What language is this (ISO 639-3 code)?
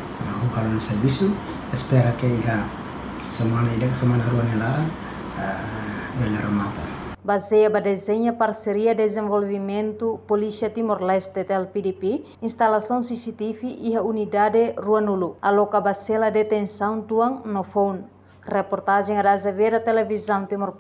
tet